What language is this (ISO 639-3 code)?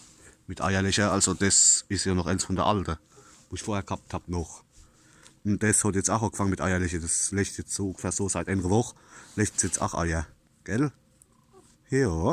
pfl